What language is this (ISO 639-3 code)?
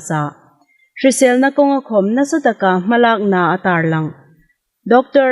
hmr